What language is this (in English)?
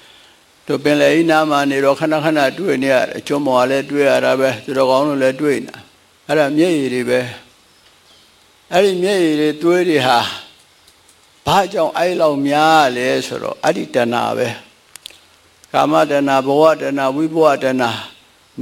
Burmese